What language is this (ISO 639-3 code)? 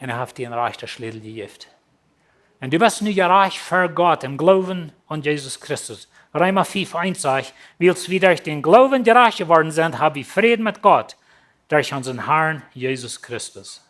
pdt